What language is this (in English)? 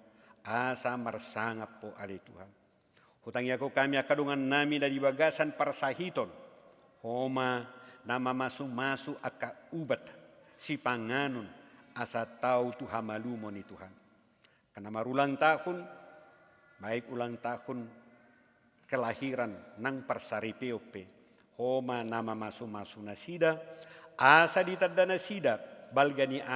Batak Toba